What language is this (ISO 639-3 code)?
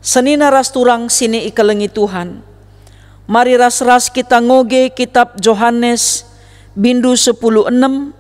btx